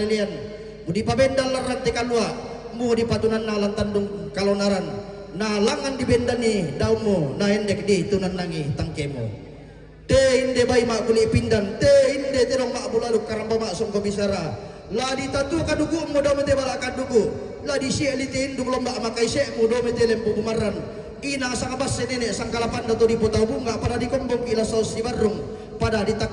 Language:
Toraja-Sa'dan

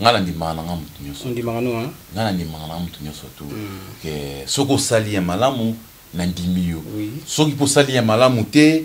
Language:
Lingala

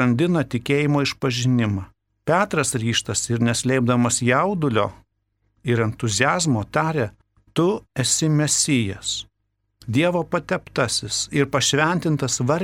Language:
Lithuanian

